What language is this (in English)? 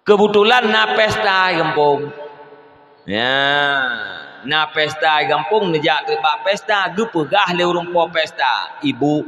Achinese